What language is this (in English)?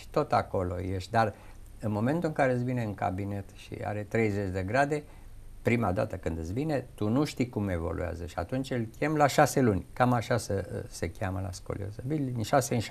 Romanian